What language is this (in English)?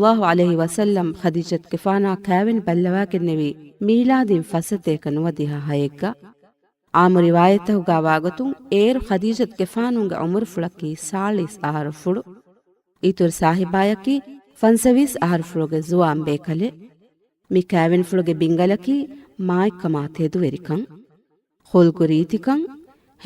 Divehi